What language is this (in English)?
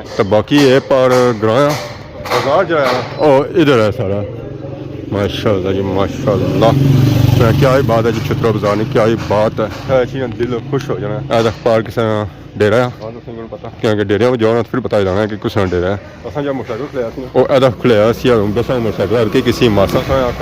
Pahari-Potwari